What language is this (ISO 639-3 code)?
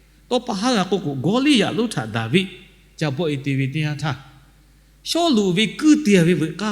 lhu